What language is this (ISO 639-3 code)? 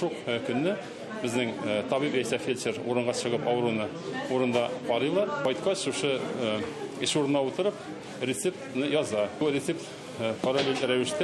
tat